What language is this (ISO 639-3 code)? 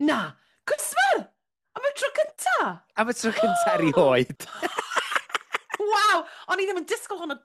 cym